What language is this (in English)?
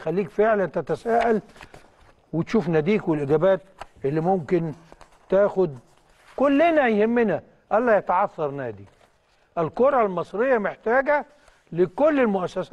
Egyptian Arabic